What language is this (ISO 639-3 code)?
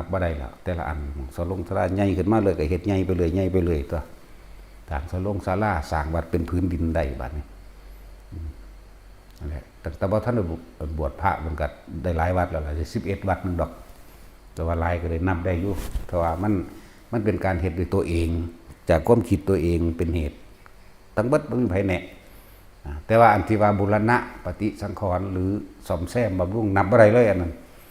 tts